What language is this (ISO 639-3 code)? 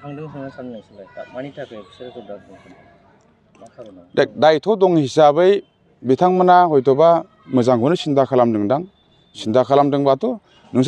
brx